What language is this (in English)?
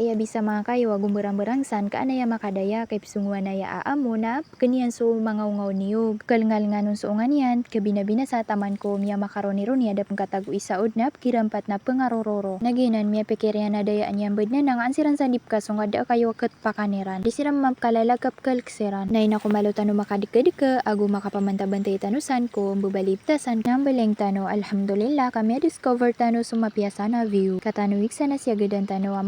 Maranao